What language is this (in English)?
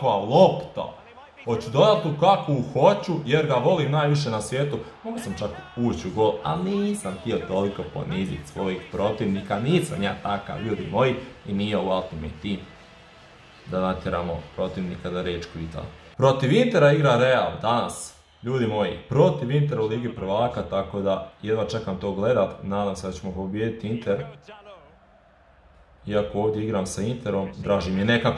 Croatian